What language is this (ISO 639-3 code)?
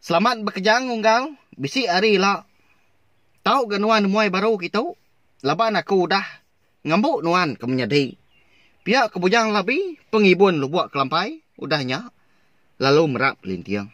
iba